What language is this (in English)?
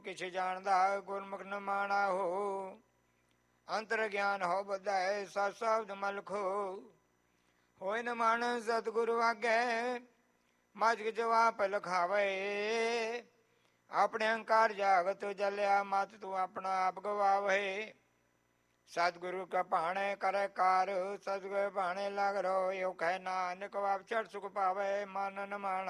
Punjabi